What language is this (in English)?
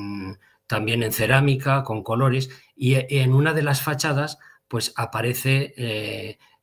Ladino